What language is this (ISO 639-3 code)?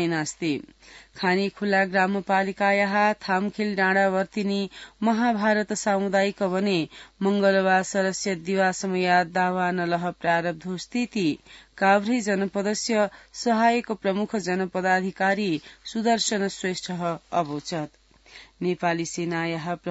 san